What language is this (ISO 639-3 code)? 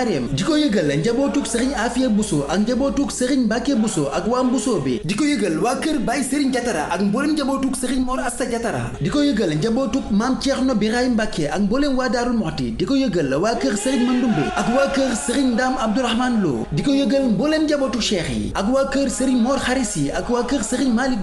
wol